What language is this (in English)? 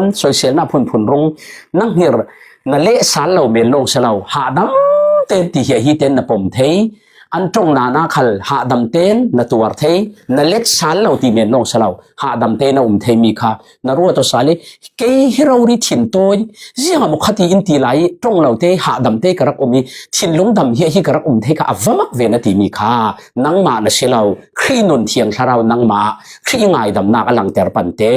Falam Chin